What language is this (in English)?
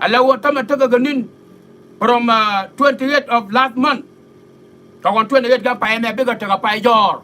Nuer